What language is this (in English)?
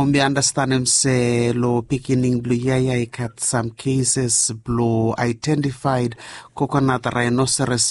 Bislama